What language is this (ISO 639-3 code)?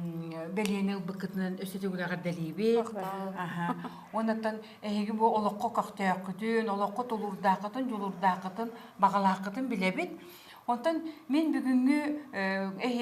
sah